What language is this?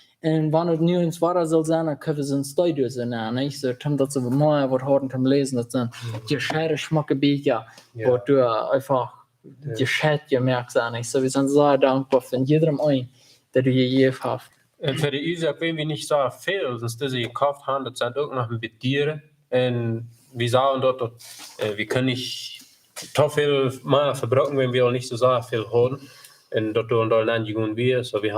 Plautdietsch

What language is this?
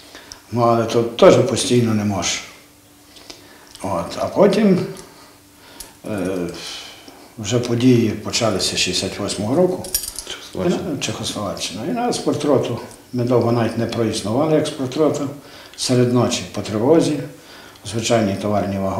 Ukrainian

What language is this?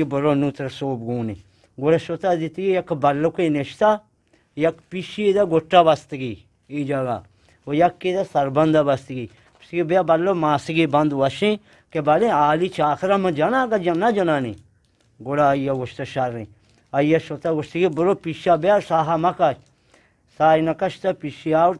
Eastern Balochi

